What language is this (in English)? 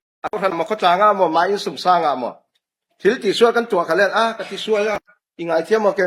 Falam Chin